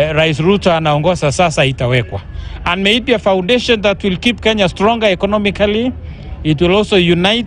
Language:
Gusii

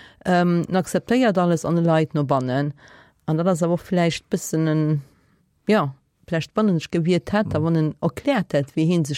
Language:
Luxembourgish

